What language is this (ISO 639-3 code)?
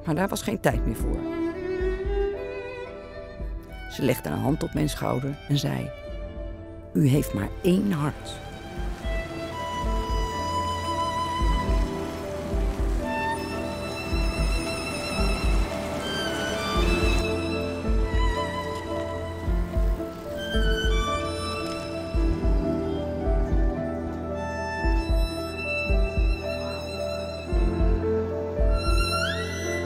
nld